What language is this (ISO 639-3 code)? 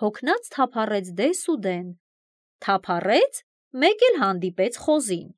hye